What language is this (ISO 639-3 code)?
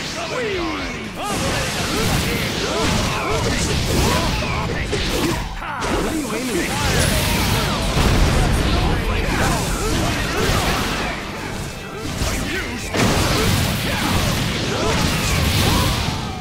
eng